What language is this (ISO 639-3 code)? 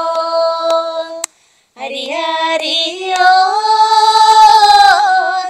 mal